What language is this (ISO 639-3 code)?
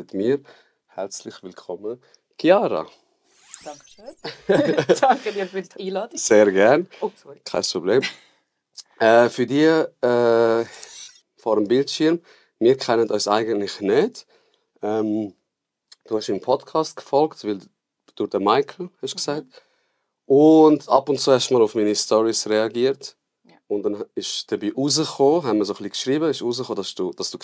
gsw